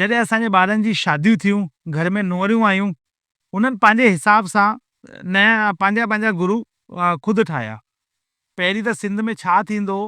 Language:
Sindhi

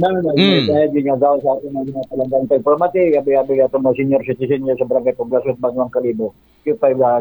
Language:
Aklanon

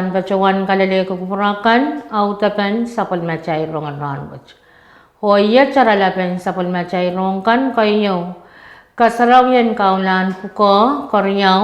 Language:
Pohnpeian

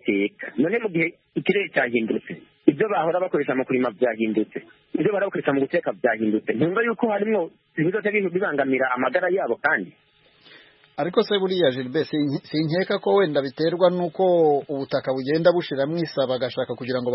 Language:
Kinyarwanda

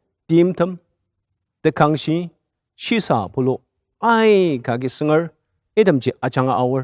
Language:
Ao Naga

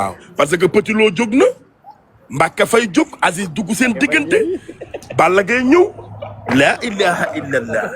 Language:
Wolof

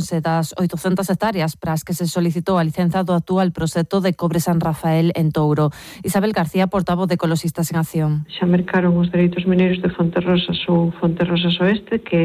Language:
Galician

